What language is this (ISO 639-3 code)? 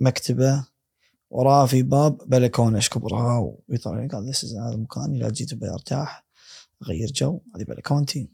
afb